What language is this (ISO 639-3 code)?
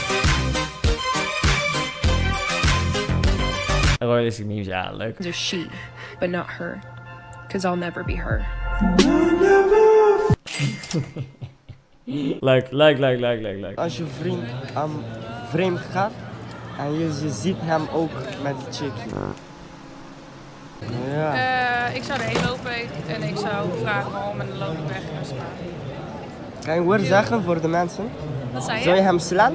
nld